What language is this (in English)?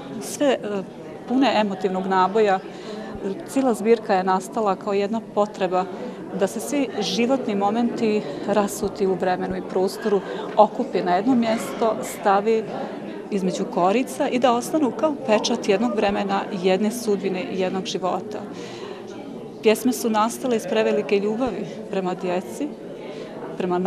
Bosnian